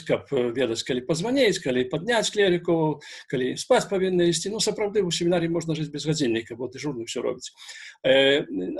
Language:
Belarusian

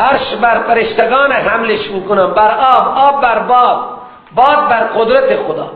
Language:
Persian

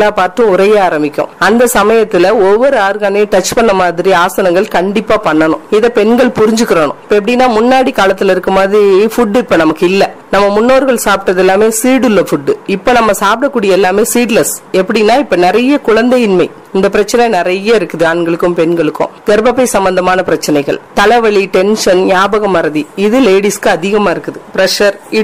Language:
Tamil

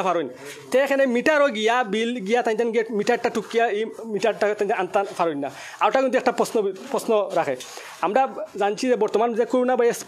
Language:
Sylheti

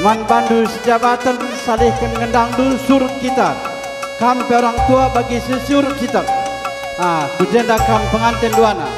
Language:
Batak Karo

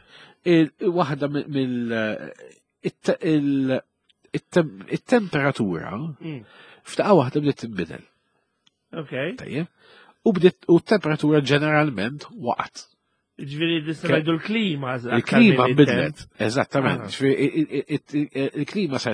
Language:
Maltese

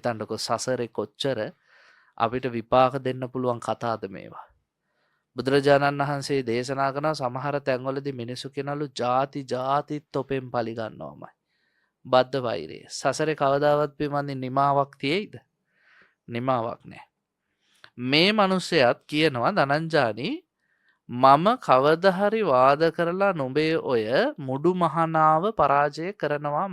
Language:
Sinhala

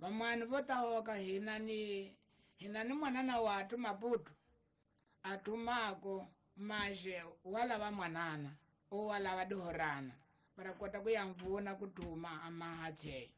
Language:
Tsonga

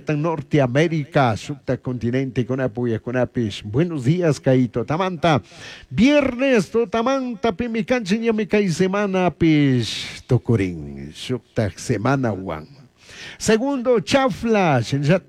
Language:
Chimborazo Highland Quichua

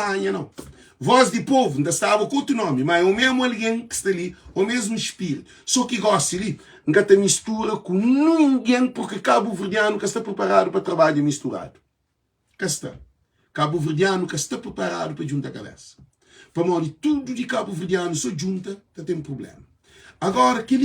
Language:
Kabuverdianu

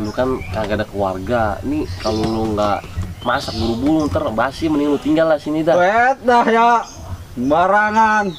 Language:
Betawi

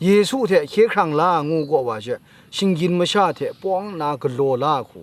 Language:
Kachin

